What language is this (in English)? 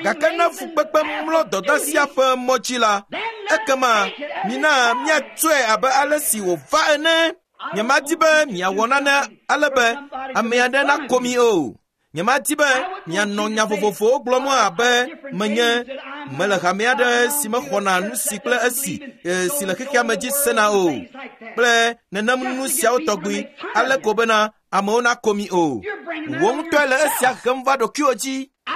Ewe